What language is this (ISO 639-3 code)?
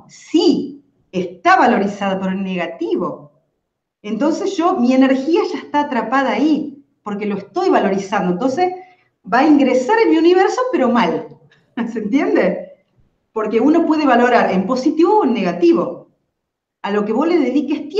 spa